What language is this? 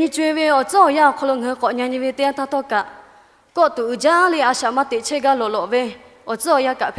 Lahu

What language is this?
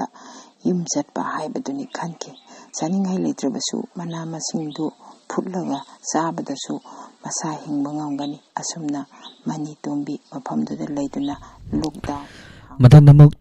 Manipuri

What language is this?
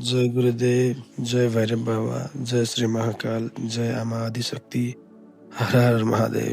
Nepali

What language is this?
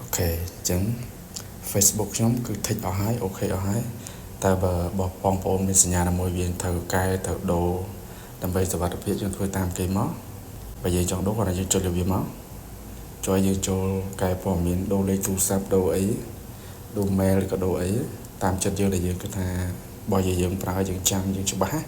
Khmer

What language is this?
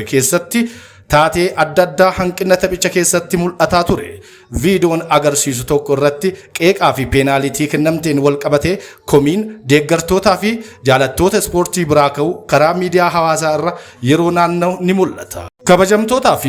Oromo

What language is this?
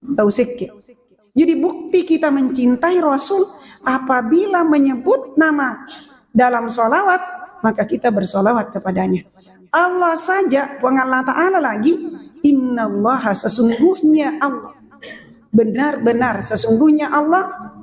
Buginese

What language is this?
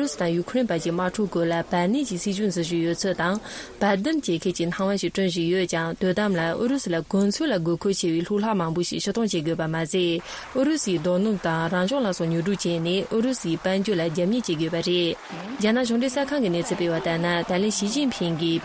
Tibetan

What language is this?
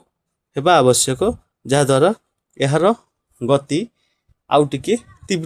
Odia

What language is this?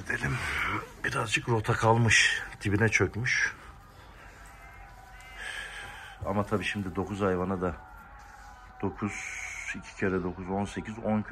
Turkish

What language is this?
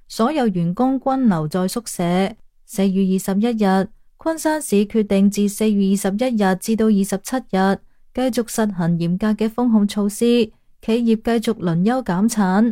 Cantonese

